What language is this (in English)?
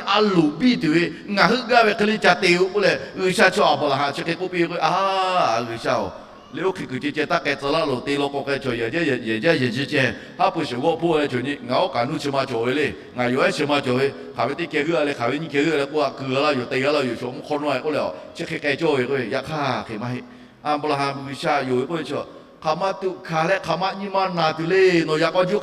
Lahu